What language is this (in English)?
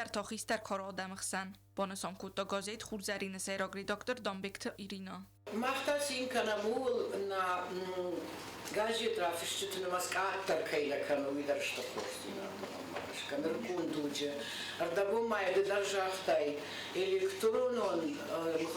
Ossetic